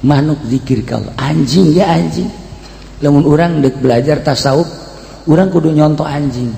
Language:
Sundanese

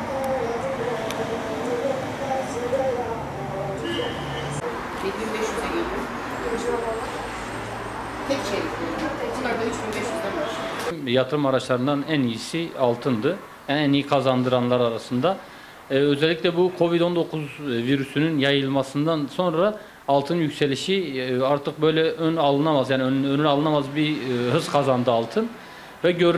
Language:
Turkish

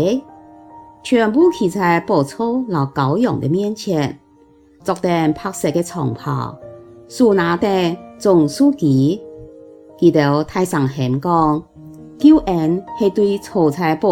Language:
Hakka Chinese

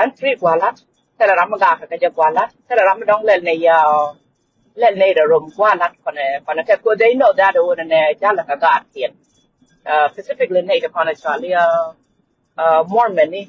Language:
Nuer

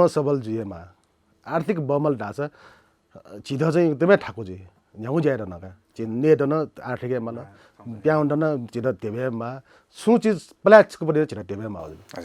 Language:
Newari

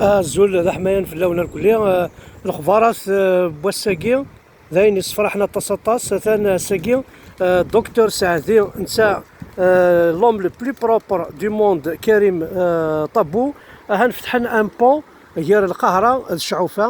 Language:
Kabyle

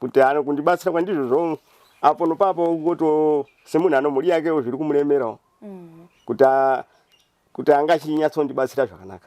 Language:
Shona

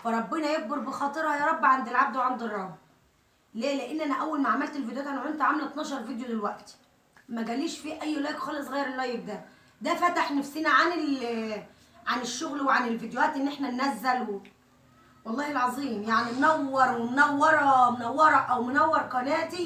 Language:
Egyptian Arabic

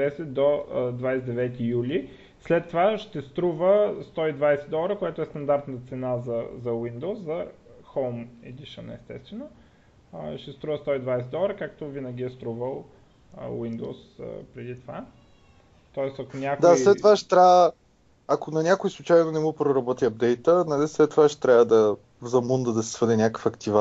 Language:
Bulgarian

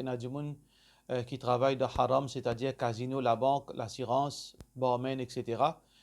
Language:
Morisyen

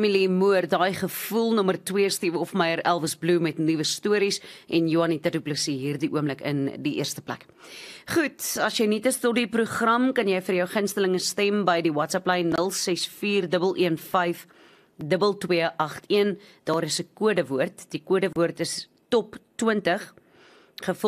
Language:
Afrikaans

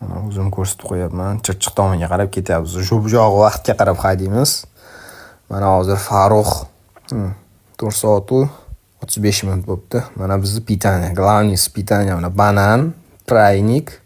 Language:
Uzbek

